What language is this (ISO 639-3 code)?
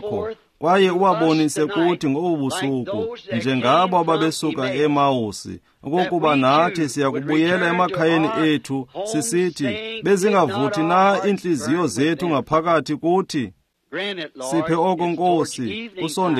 xho